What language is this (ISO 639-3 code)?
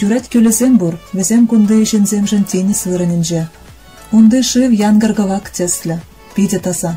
chv